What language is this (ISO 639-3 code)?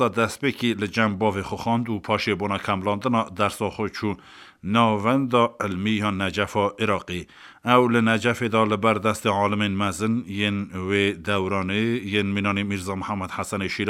kur